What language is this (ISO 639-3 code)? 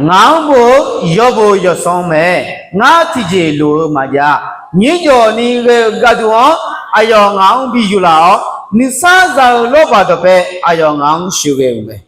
ahk